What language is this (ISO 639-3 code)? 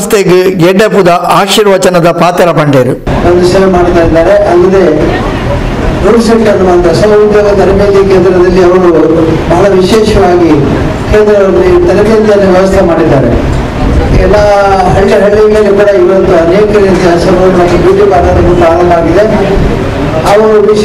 kan